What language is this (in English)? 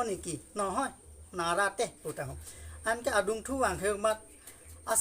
Karbi